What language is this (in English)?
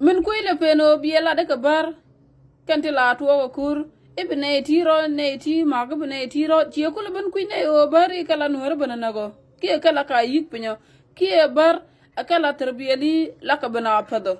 Nuer